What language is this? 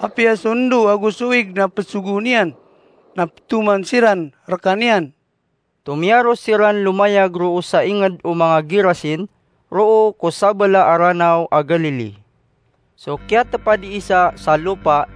Maranao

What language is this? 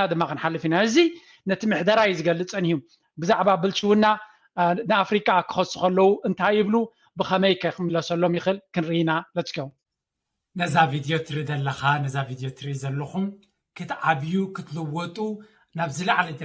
Tigrinya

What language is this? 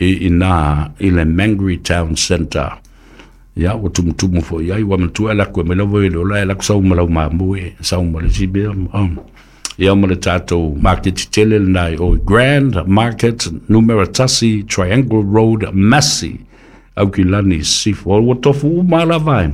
Samoan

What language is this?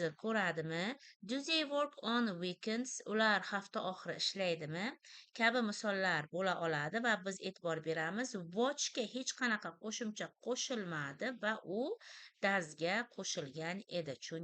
Uzbek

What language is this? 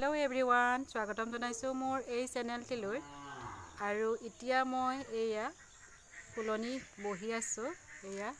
Assamese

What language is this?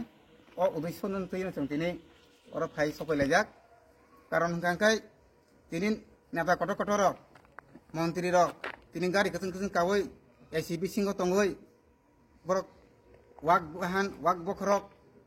Kok Borok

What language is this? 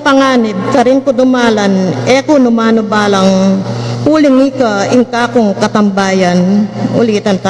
Pampanga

